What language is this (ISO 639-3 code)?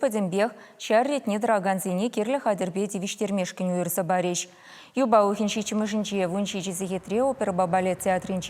chv